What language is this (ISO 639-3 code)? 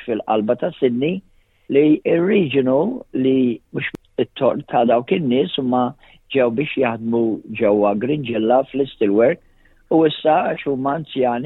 mlt